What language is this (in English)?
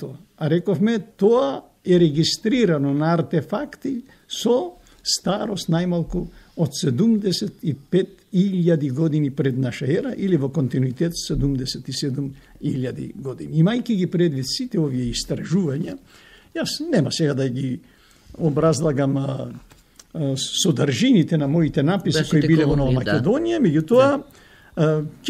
Macedonian